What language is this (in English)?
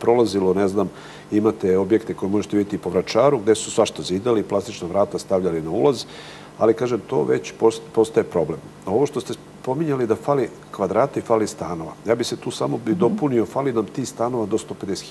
Serbian